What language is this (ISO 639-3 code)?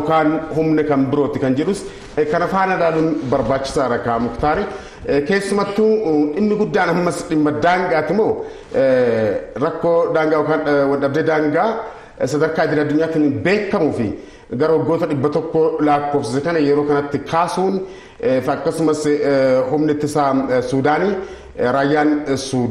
orm